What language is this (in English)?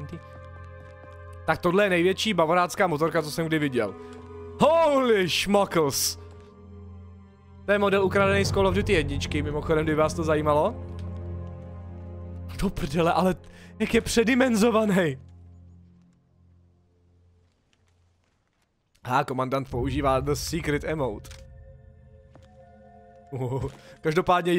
Czech